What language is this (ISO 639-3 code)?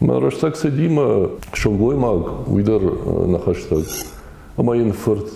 oss